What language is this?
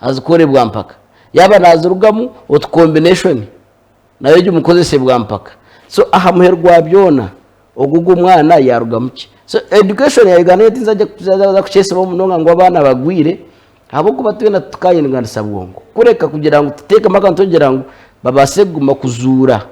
Nyankole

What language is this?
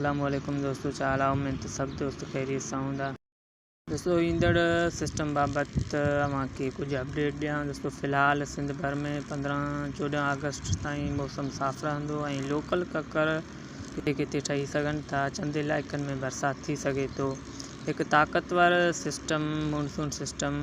Sindhi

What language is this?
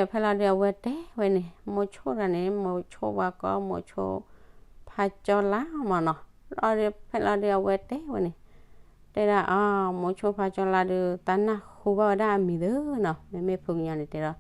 S'gaw Karen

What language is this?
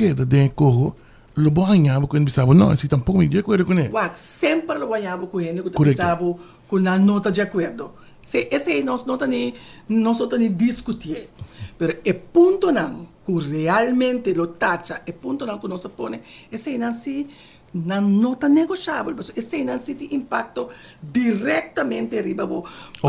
Papiamento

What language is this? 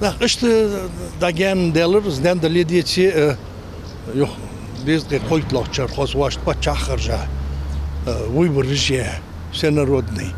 Ingush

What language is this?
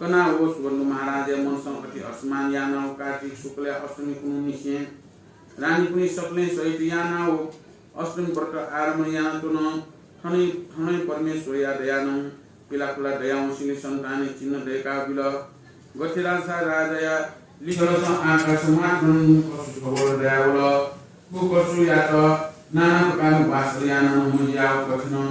Newari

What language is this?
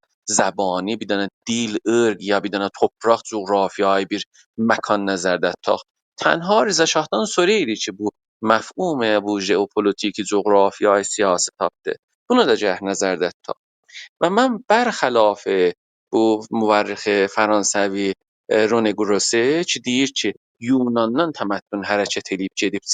South Azerbaijani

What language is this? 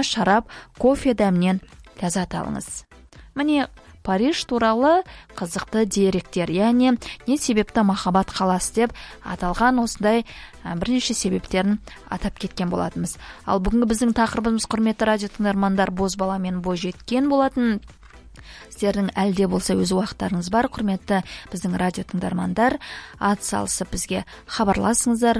Kazakh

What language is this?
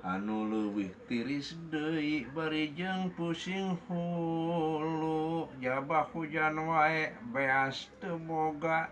Sundanese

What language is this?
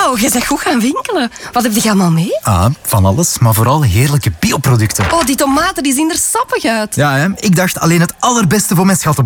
Dutch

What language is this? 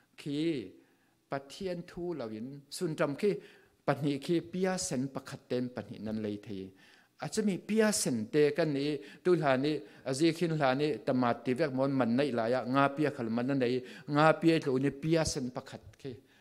Falam Chin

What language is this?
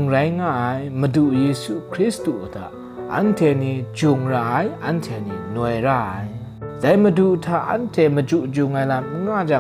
Kachin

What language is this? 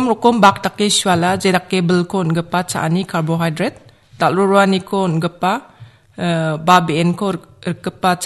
Garo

